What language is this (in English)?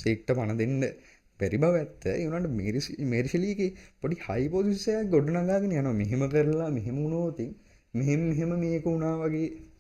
Sinhala